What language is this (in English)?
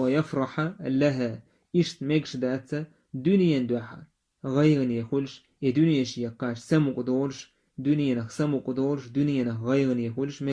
Chechen